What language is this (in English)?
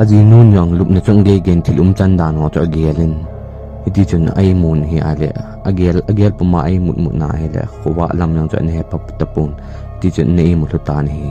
Thado Chin